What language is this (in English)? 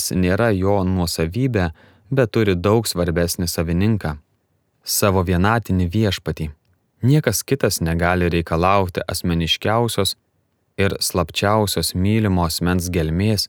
Lithuanian